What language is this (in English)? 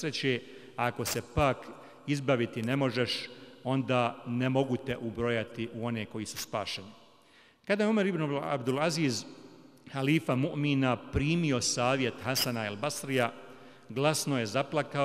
Bosnian